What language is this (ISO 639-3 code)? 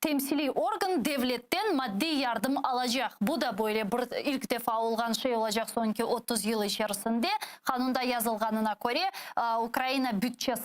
crh